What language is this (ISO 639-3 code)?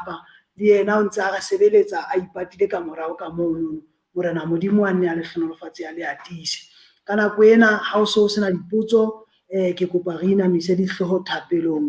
sot